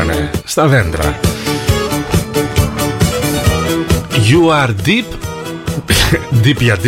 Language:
Greek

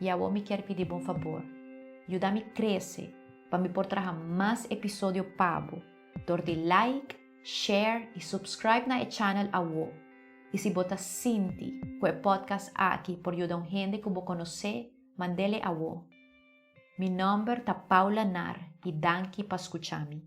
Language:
Papiamento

